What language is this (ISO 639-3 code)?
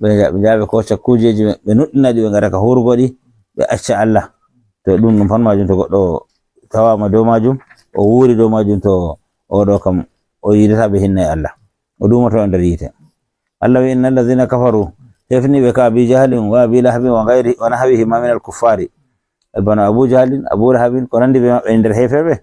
ful